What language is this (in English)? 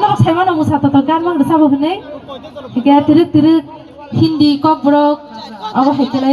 Kok Borok